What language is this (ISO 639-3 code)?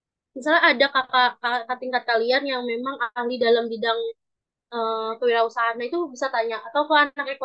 ind